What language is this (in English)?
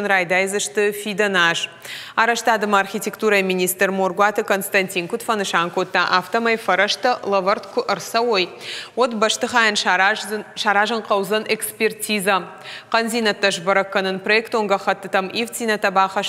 Ossetic